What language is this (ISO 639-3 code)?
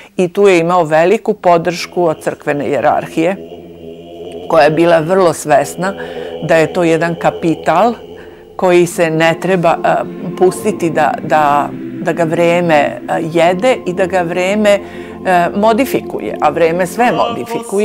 srp